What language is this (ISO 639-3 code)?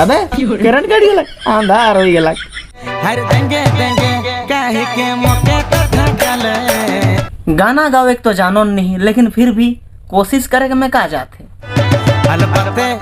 sck